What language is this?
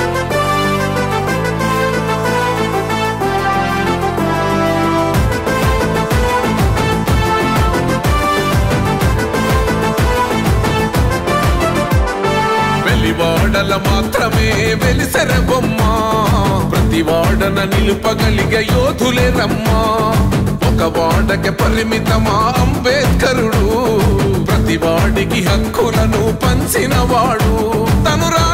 Telugu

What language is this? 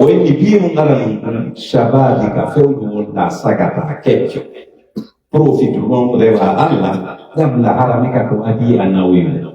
Pular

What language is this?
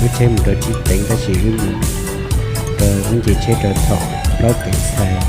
Hmong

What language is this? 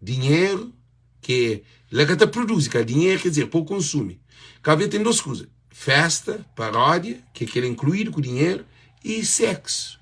Kabuverdianu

